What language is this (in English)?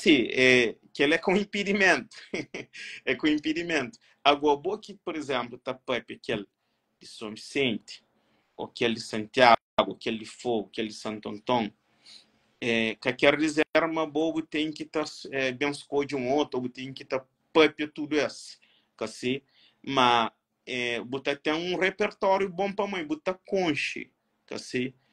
Kabuverdianu